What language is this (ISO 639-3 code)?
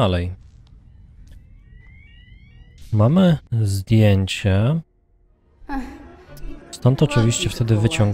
pol